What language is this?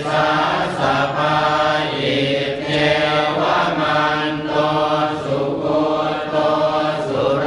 Pali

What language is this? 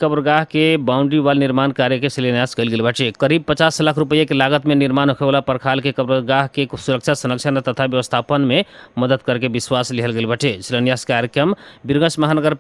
Bhojpuri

